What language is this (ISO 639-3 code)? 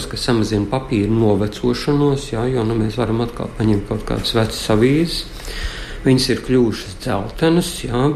lav